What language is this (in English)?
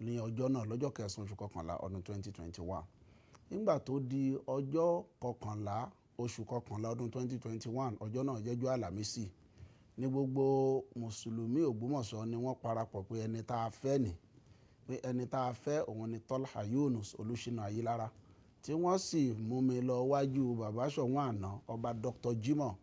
Yoruba